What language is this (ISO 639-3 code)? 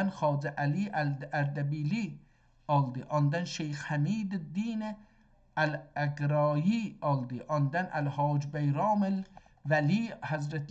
azb